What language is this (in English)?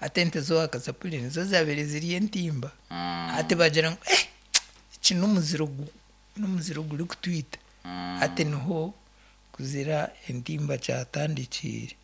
Nyankole